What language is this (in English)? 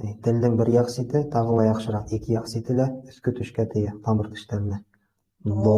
Bashkir